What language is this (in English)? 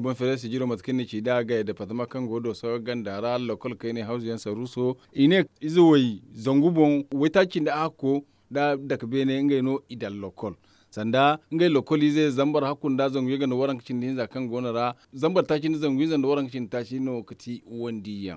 Zarma